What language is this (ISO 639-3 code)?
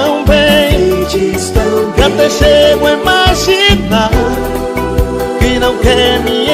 por